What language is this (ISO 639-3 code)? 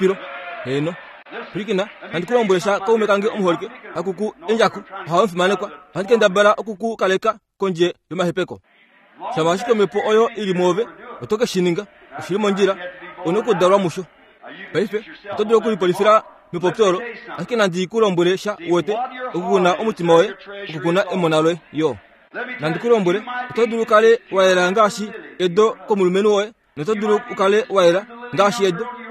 kua